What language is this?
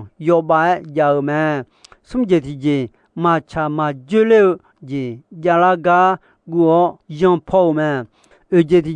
Akha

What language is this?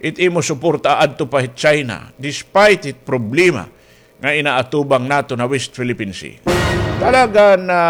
Waray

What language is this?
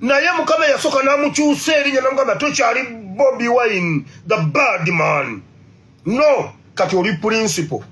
Ganda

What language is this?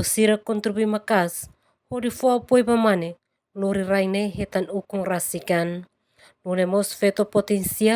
Tetum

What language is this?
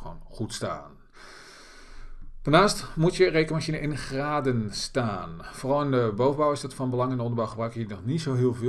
Dutch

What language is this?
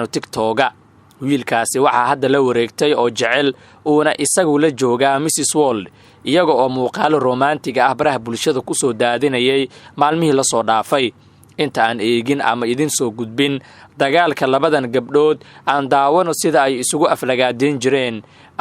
Somali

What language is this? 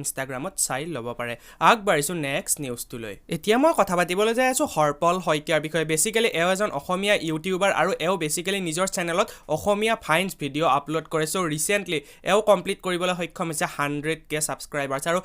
Assamese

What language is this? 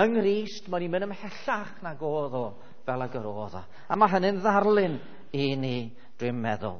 Welsh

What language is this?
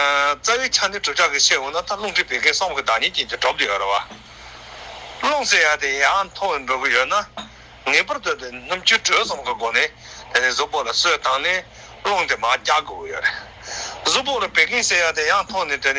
Tibetan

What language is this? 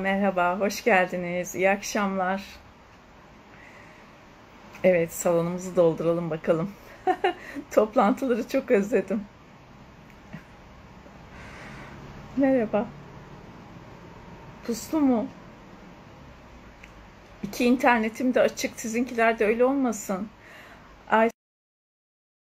Turkish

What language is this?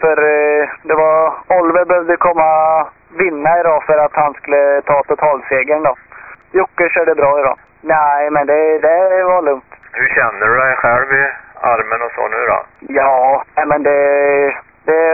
Swedish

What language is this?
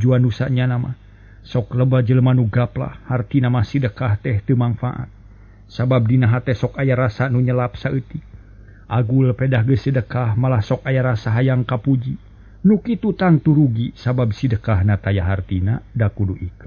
Sundanese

